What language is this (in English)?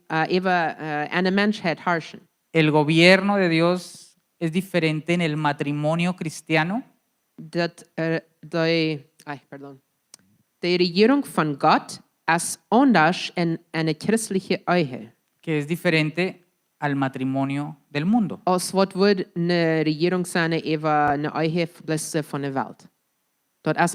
Plautdietsch